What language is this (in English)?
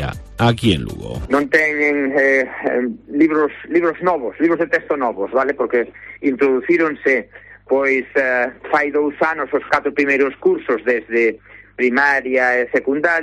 Galician